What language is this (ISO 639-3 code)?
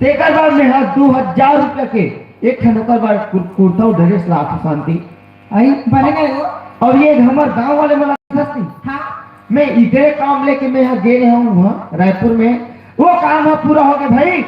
hne